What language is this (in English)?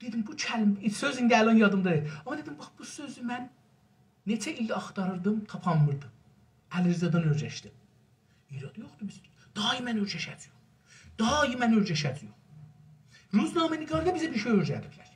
South Azerbaijani